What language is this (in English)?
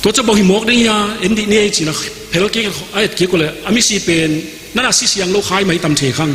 Tedim Chin